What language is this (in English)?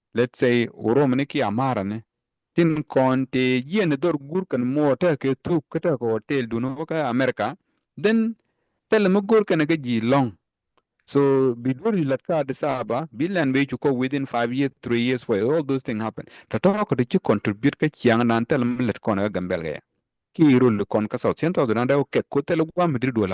Nuer